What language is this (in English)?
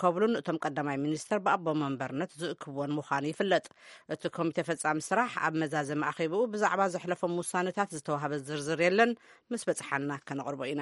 Tigrinya